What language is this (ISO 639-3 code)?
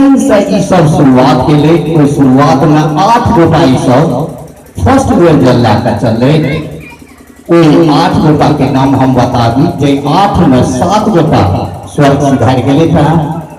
mai